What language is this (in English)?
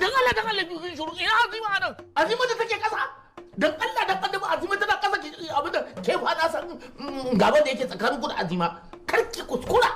Hausa